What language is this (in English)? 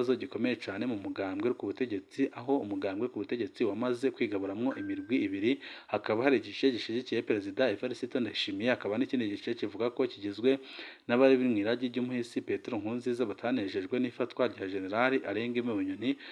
Rundi